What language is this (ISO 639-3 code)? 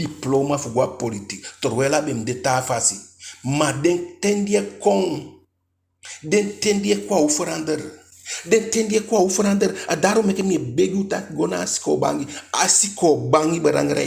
djk